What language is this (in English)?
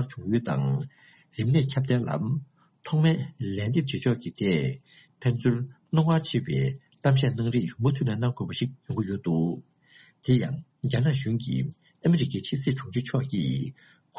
Tibetan